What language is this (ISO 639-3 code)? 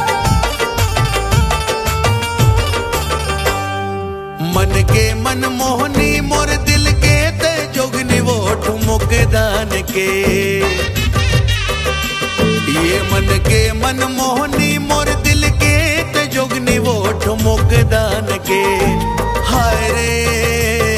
hne